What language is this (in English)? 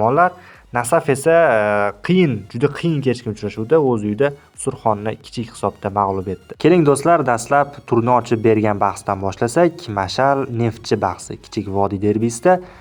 Uzbek